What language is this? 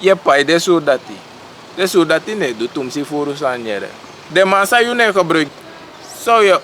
Sranan Tongo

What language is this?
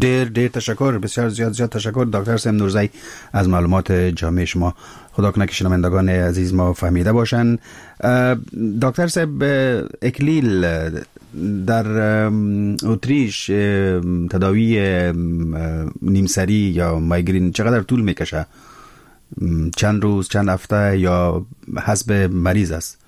Persian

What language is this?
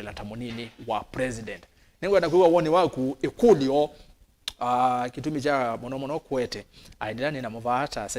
Kamba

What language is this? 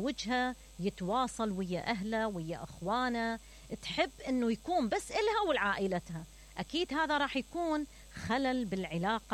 Mesopotamian Arabic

